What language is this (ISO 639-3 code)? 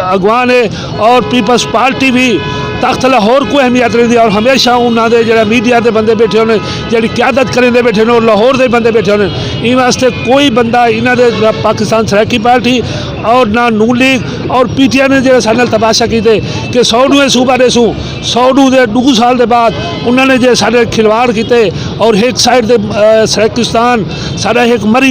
skr